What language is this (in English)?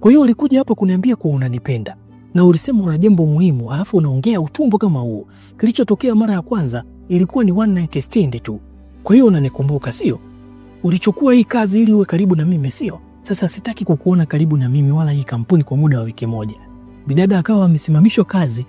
Swahili